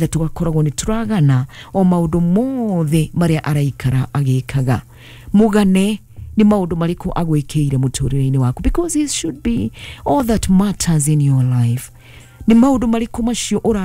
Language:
Kikuyu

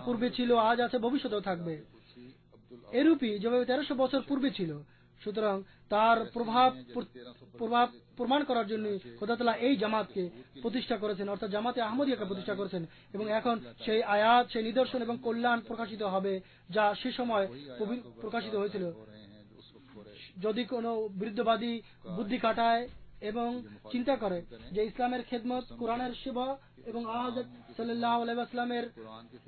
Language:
Bangla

